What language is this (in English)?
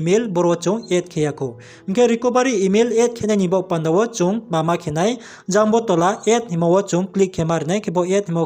Riang (India)